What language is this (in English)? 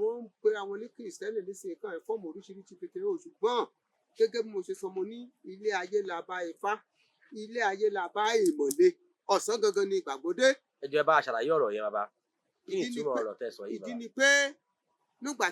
Yoruba